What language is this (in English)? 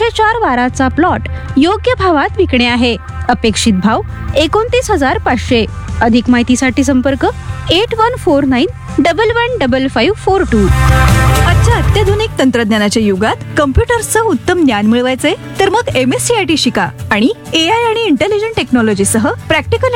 Marathi